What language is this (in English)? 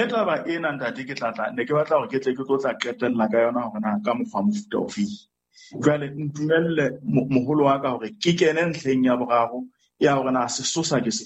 Southern Sotho